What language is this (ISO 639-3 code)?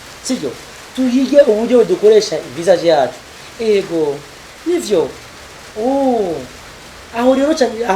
run